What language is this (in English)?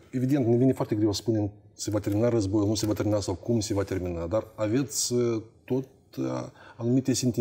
Romanian